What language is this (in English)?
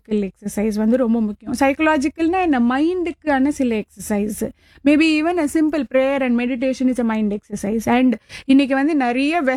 Tamil